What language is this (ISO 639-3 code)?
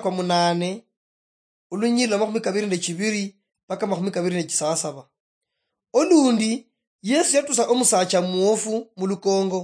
luy